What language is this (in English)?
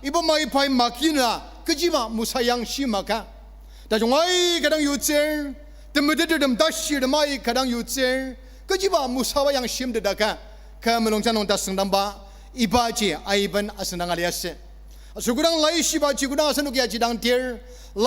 Ao Naga